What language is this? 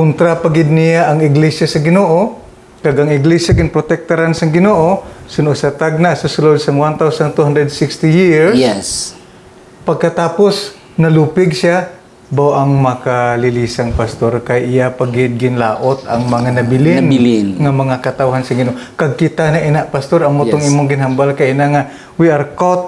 Hiligaynon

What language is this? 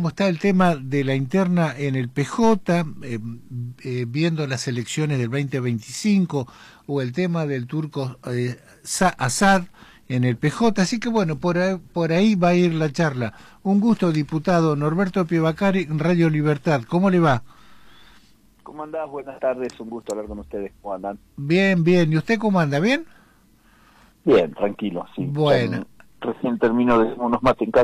Spanish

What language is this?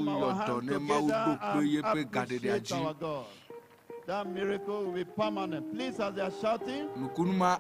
Ewe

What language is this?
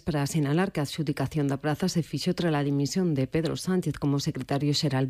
Galician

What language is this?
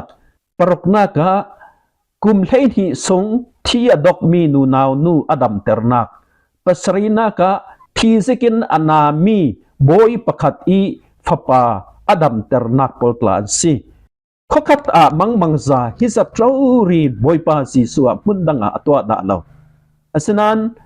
Falam Chin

